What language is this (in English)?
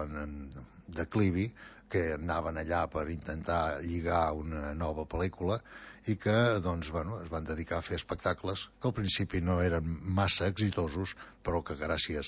Catalan